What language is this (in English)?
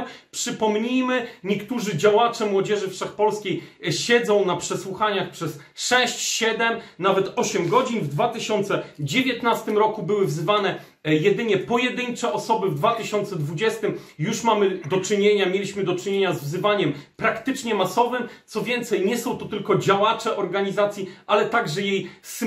Polish